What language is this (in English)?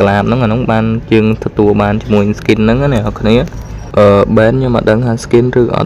Khmer